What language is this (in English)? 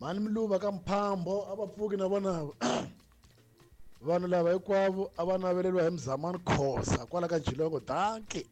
Tsonga